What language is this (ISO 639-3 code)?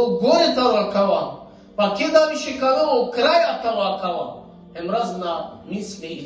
rmn